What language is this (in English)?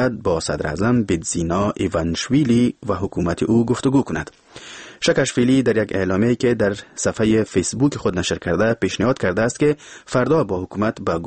Persian